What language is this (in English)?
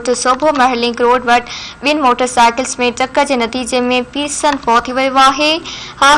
Sindhi